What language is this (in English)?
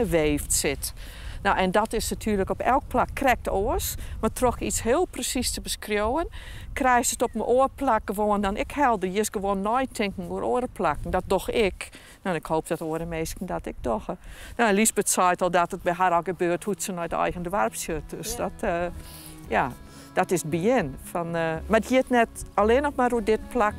Western Frisian